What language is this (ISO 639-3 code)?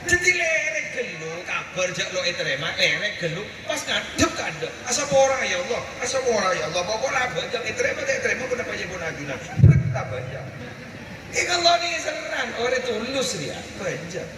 mad